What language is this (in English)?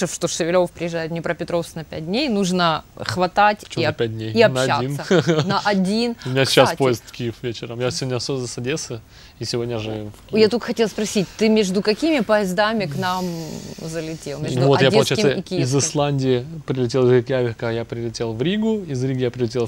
Russian